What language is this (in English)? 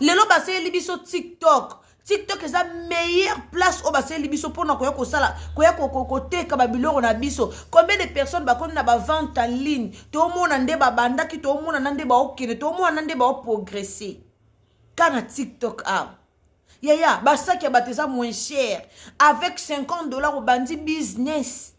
Lingala